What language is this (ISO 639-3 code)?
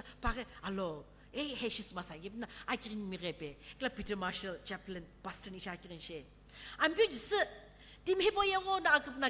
nsm